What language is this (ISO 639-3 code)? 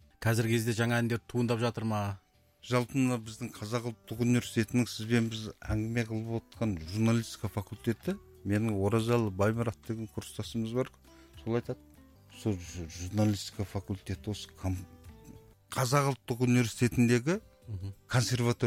kaz